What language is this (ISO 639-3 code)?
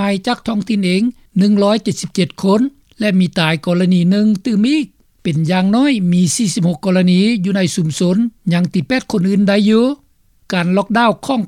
lao